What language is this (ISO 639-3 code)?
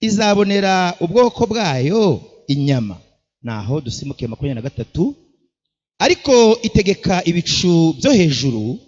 kin